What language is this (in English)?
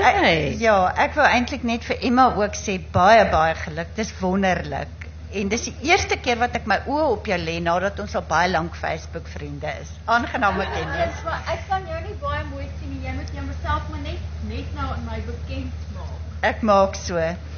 Afrikaans